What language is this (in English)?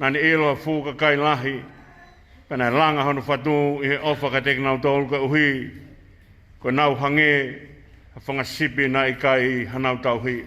Tongan